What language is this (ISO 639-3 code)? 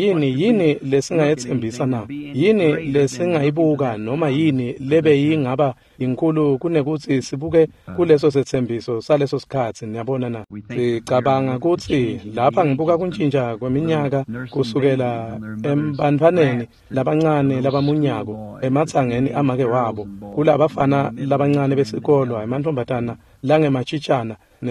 ssw